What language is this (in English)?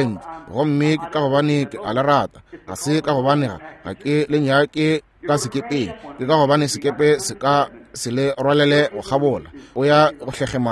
Northern Sotho